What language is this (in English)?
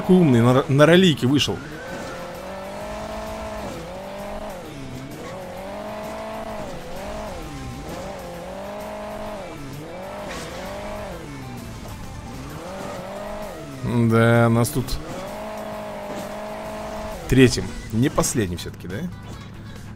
Russian